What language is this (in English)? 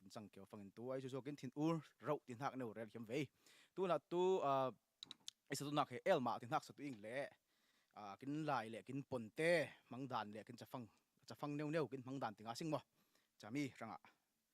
Falam Chin